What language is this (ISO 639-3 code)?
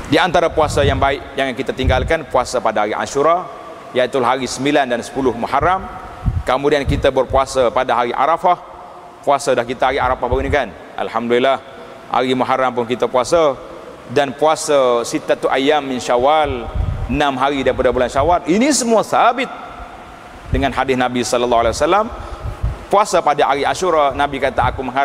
msa